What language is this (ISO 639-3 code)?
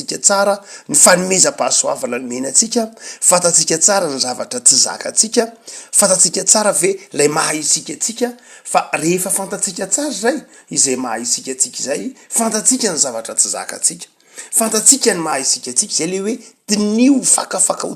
mlg